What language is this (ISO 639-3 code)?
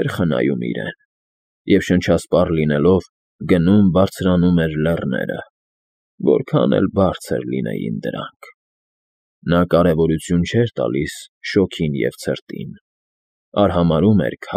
hye